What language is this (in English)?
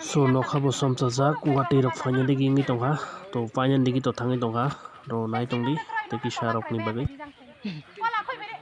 Kok Borok